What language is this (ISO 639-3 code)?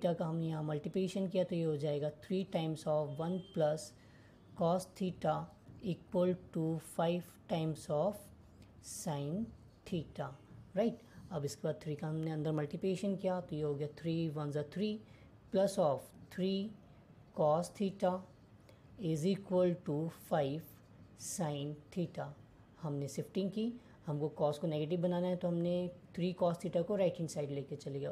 hin